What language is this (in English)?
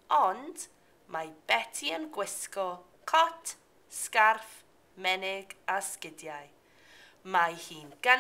Welsh